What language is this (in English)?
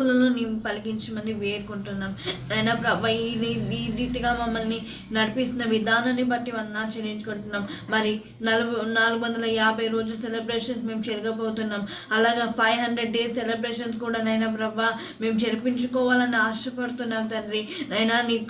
Telugu